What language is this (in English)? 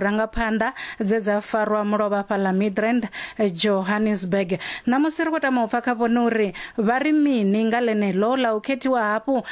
Venda